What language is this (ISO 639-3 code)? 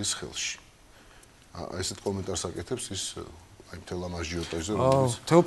kat